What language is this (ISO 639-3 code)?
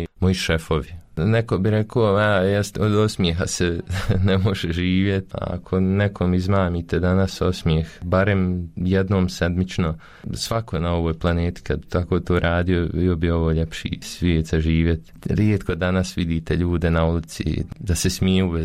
bos